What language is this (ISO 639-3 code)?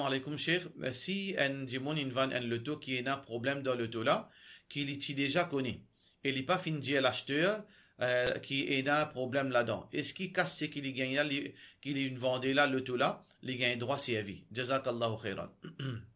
mfe